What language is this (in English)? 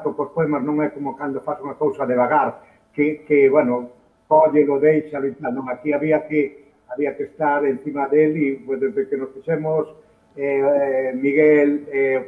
Galician